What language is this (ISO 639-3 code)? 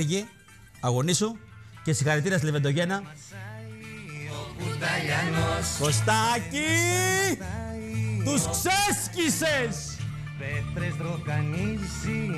ell